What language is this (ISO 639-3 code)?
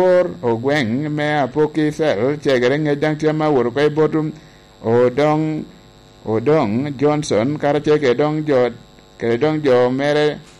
laj